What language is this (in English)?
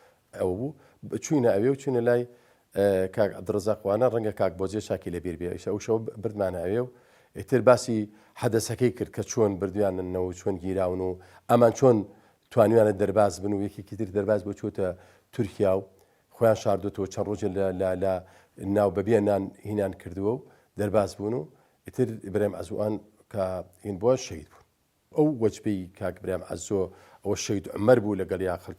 Central Kurdish